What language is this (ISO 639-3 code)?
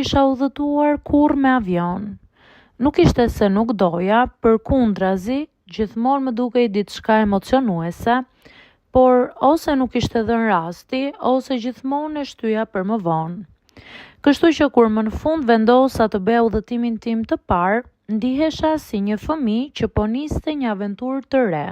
sqi